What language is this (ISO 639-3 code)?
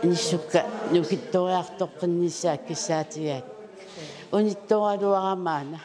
kal